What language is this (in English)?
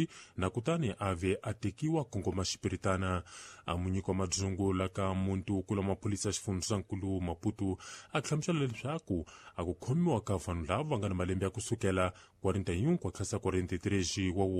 Tsonga